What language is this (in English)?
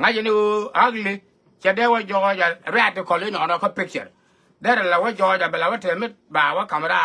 Nuer